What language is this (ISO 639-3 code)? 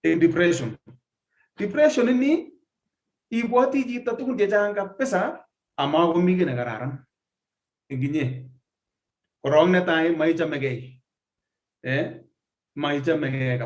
kln